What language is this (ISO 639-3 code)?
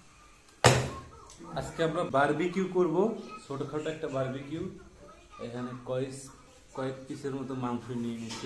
ben